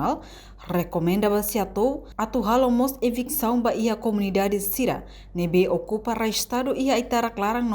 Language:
Tetum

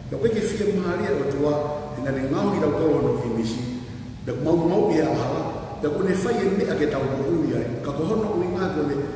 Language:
Tongan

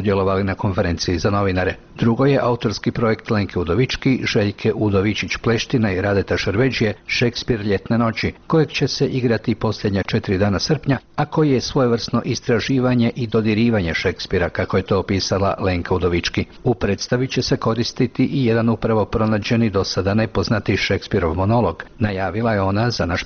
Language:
Croatian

